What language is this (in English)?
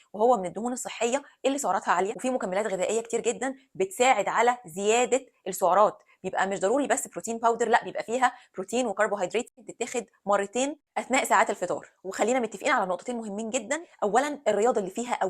Egyptian Arabic